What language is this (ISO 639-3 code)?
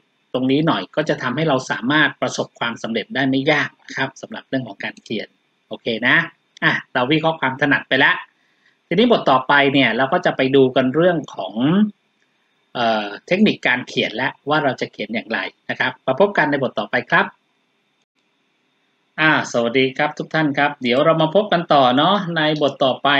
tha